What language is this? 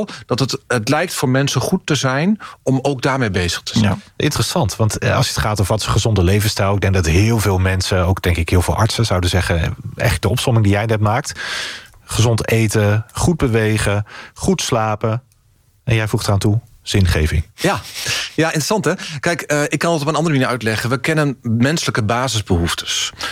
Dutch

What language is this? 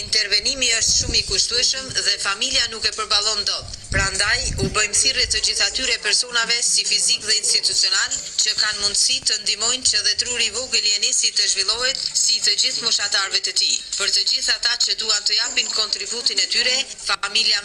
Albanian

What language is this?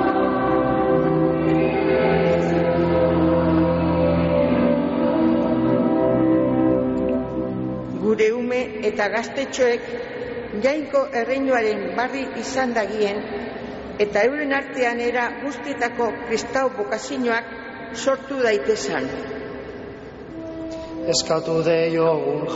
Basque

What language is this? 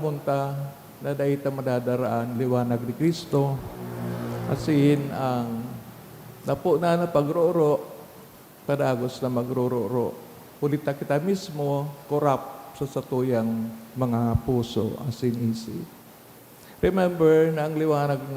Bikol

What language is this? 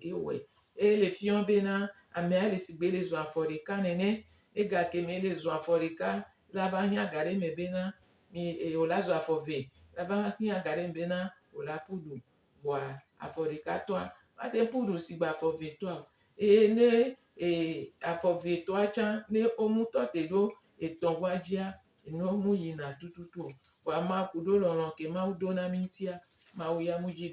Gen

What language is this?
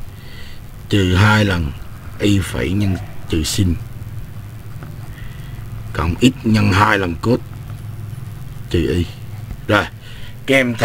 Vietnamese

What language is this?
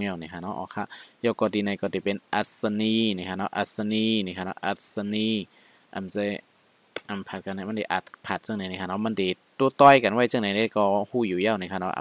Shan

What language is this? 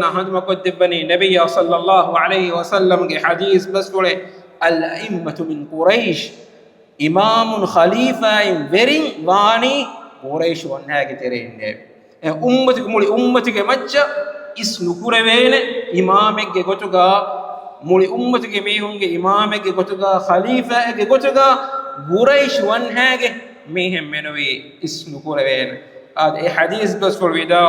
Divehi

